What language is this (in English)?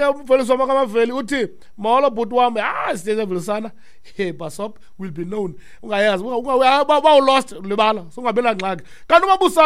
Xhosa